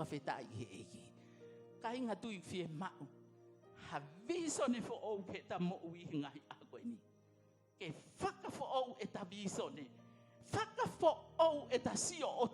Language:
Tongan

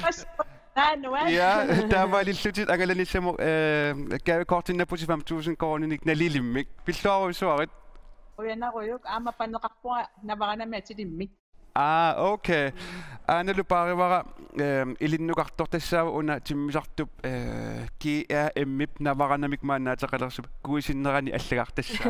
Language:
Kalaallisut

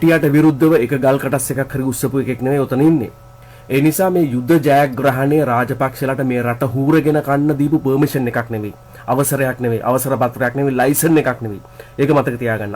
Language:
Sinhala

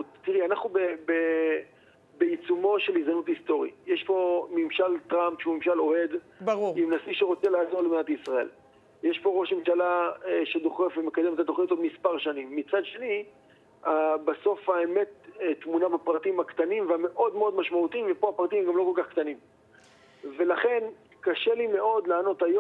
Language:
Hebrew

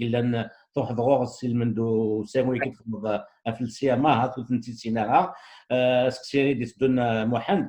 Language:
Kabyle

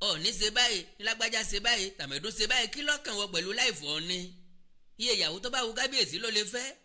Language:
Yoruba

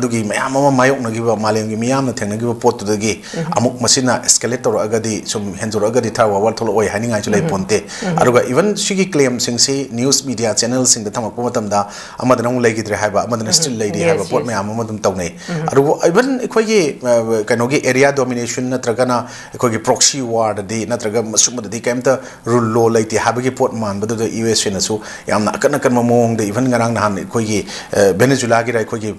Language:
Manipuri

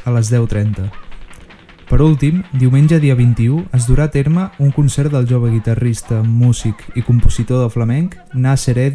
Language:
Catalan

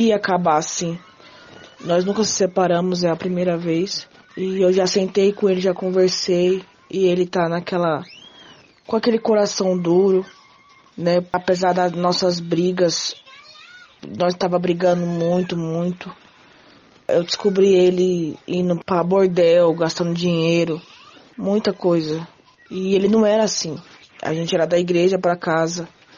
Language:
Portuguese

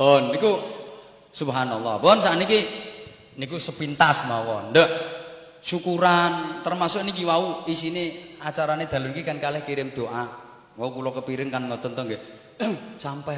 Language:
Javanese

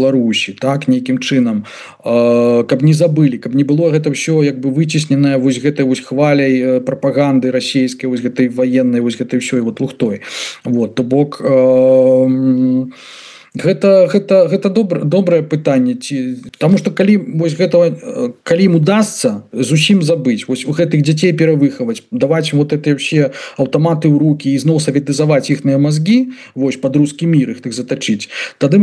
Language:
Belarusian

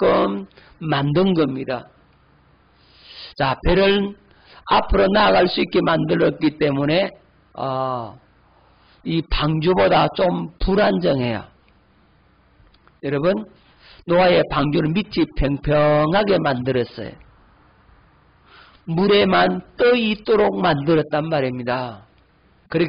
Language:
Korean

